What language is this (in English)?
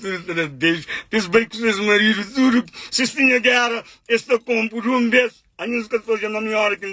Kabuverdianu